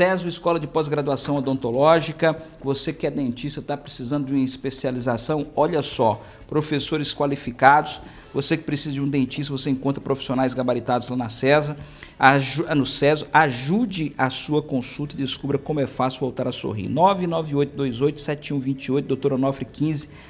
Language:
Portuguese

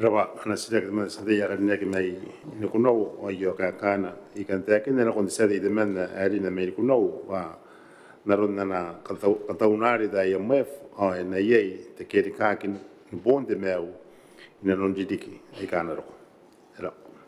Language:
Gilbertese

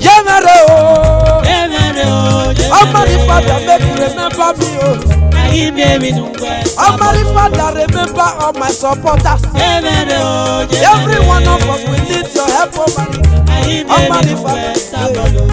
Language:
Esan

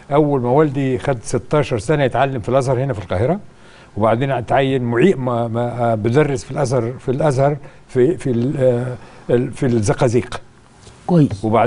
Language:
Egyptian Arabic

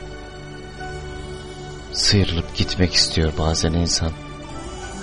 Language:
Turkish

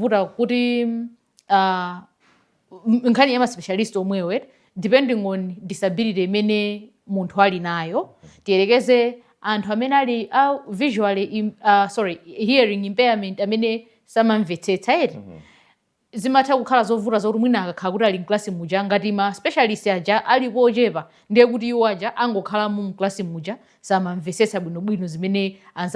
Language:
Nyanja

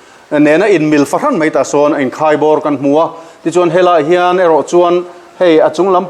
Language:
Mizo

